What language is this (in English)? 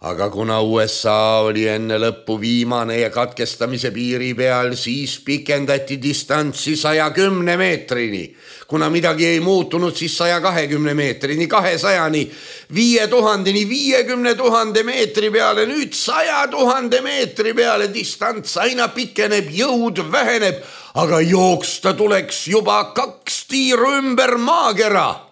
Estonian